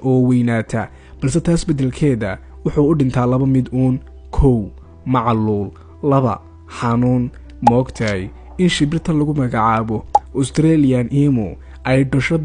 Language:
Somali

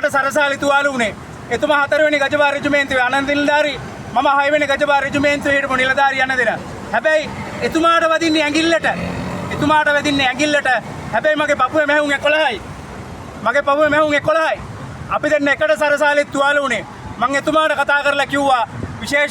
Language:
Sinhala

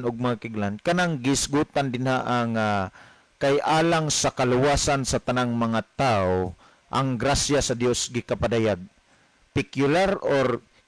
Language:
Cebuano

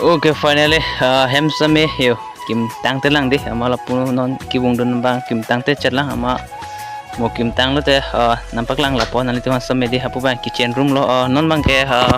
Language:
Karbi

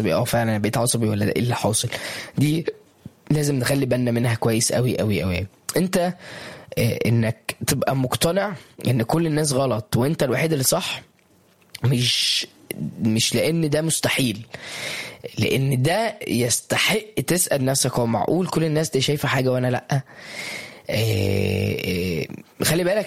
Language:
Egyptian Arabic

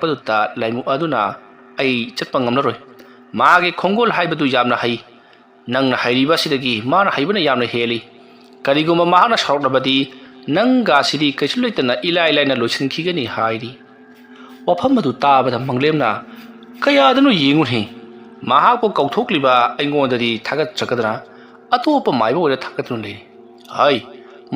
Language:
Manipuri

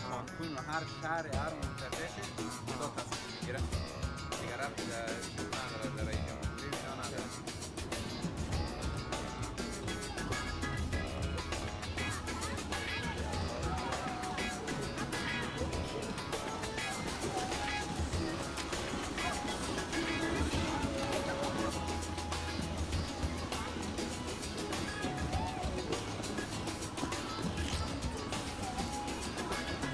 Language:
Persian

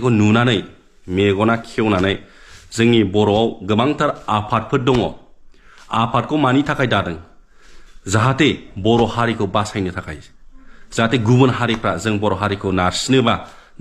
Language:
Bodo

